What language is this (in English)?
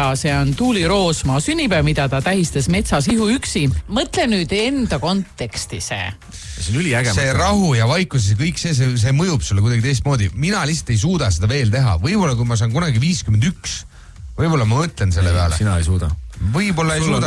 Estonian